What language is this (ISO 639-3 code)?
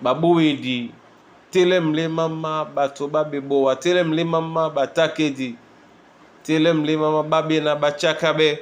dua